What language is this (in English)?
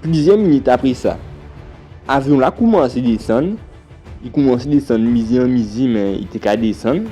Guadeloupean Creole French